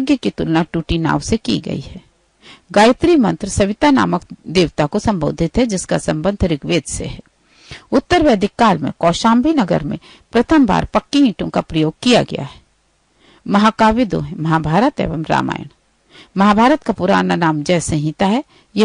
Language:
Hindi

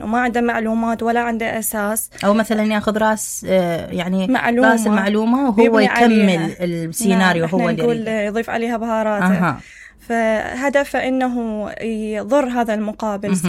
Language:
Mesopotamian Arabic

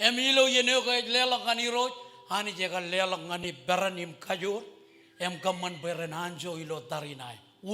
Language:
Marshallese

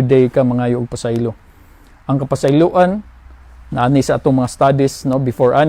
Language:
Cebuano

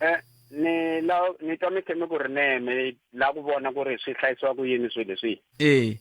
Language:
Tsonga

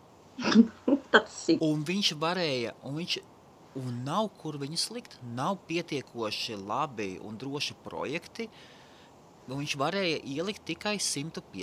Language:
Latvian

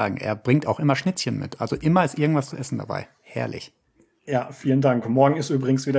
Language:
German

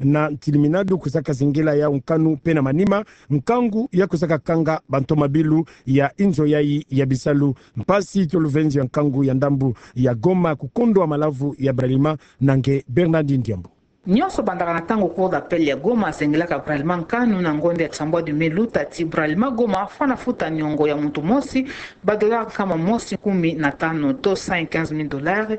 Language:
Kituba (Democratic Republic of Congo)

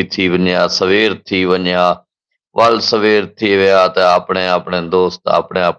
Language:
Saraiki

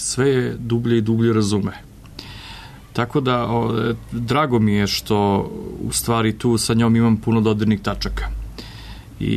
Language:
Serbian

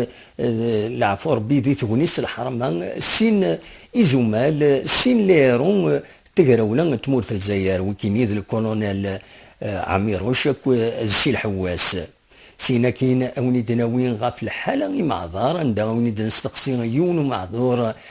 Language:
Kabyle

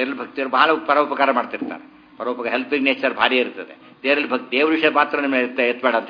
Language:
Kannada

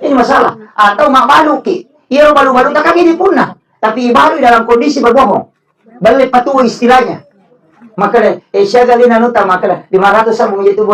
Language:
Buginese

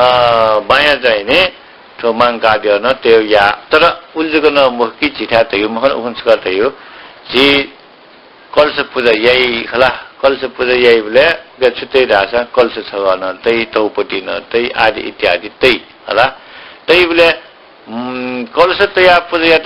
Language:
Newari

